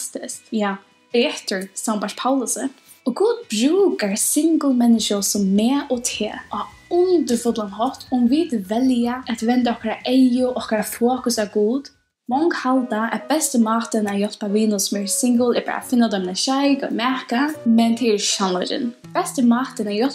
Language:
Faroese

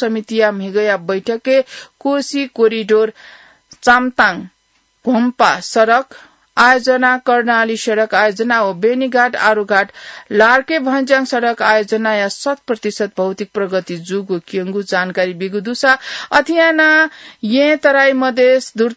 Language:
Newari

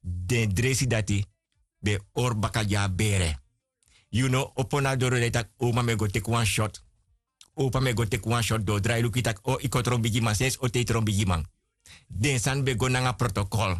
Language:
Sranan Tongo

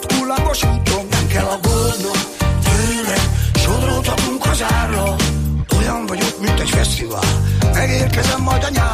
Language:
Hungarian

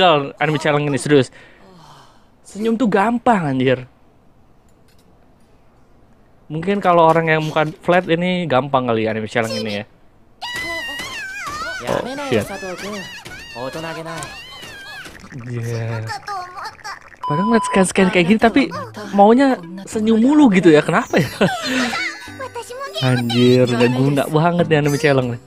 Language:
Indonesian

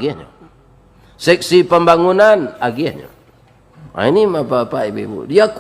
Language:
Minangkabau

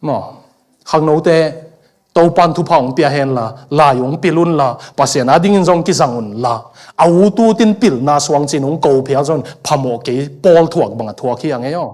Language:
Tedim Chin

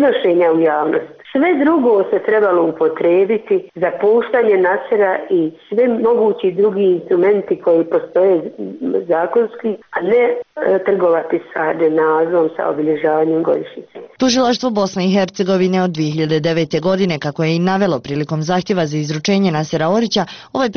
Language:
Bosnian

